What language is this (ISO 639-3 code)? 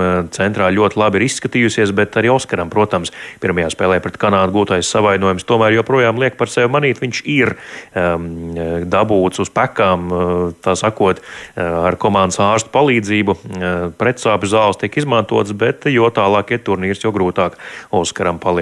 lav